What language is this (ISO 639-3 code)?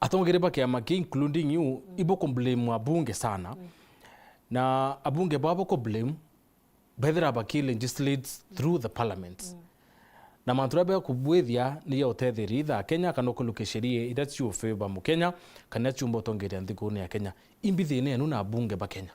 mer